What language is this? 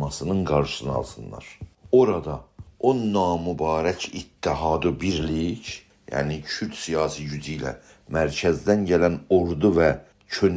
South Azerbaijani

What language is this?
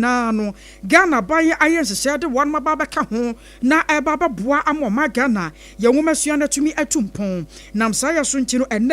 Akan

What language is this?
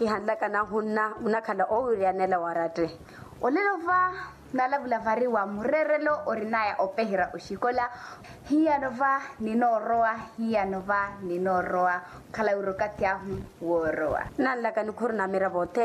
Makhuwa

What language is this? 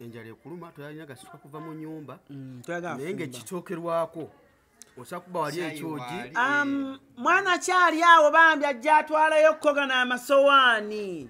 Ganda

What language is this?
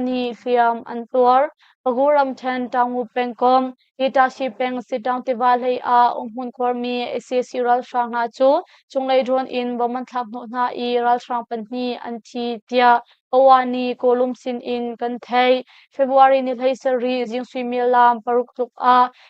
Hakha Chin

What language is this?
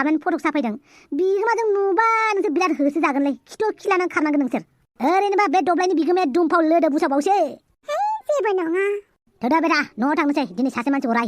Bodo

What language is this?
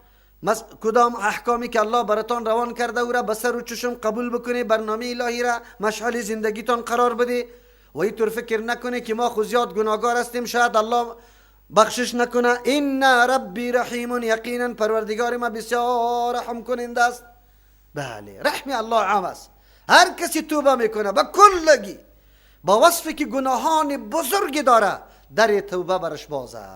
Persian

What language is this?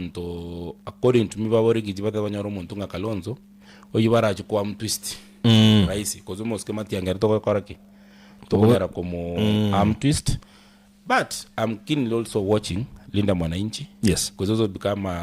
Gusii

